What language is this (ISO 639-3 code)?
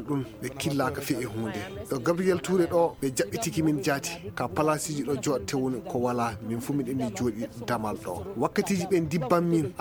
ful